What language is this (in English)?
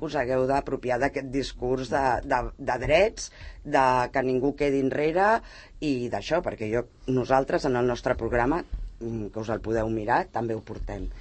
Catalan